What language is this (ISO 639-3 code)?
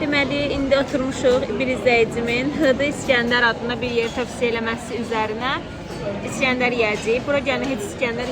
aze